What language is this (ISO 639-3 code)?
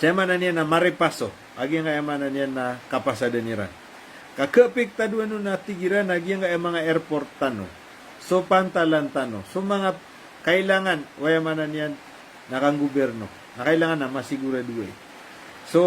mrw